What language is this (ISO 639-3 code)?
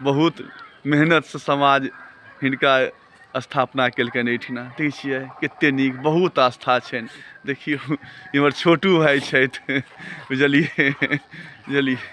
mai